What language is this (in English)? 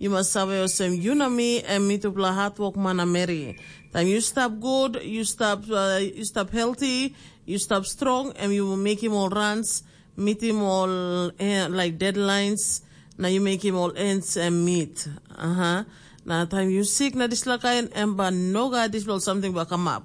Tok Pisin